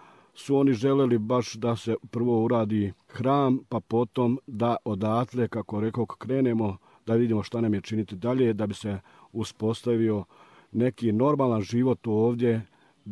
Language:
Serbian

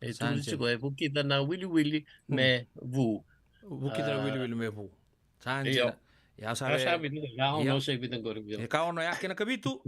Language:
Fijian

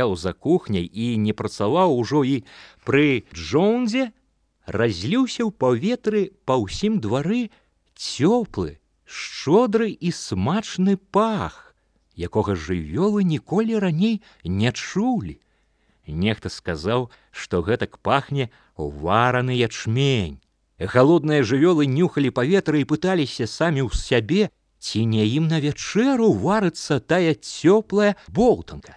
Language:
Belarusian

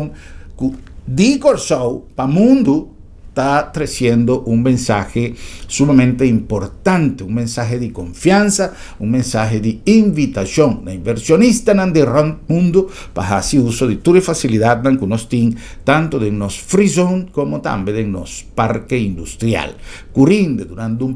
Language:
Papiamento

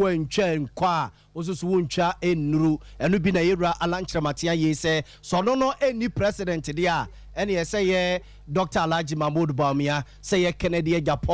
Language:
Akan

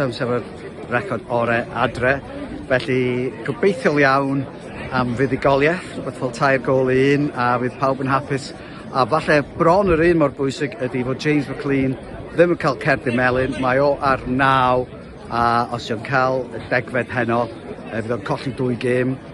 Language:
Welsh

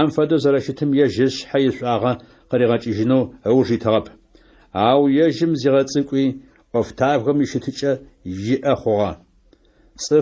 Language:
Adyghe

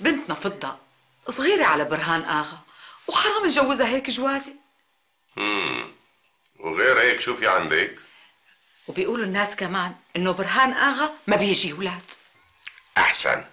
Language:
North Levantine Arabic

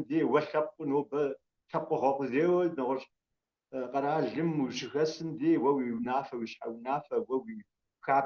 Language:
Kabardian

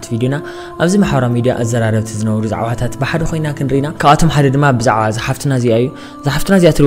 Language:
Tigrinya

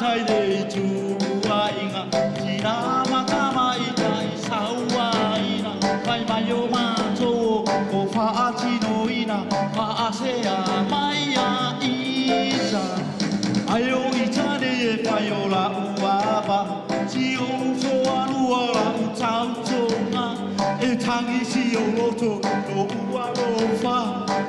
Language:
Samoan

